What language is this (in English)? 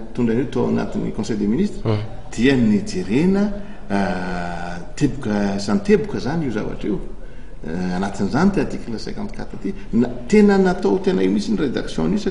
Malagasy